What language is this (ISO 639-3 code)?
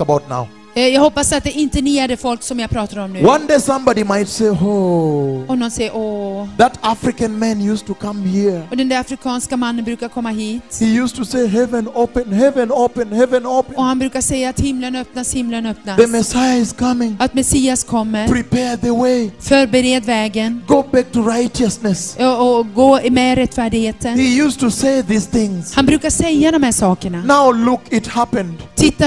swe